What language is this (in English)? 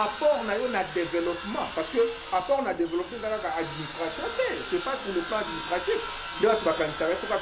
Lingala